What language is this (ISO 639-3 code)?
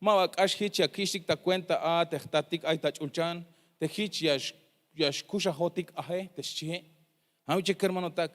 tzh